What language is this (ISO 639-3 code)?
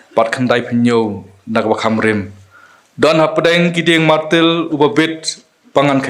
kha